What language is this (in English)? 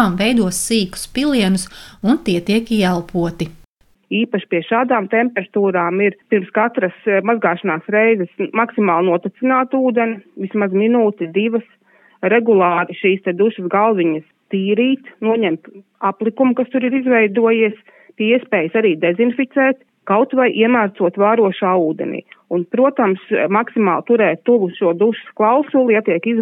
Latvian